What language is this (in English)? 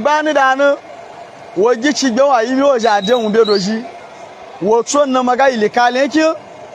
Hausa